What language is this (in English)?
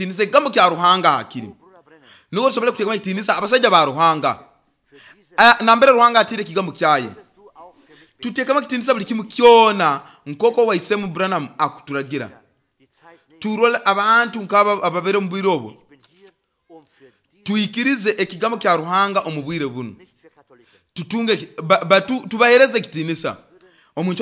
Nyoro